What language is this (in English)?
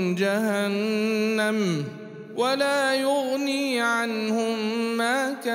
Arabic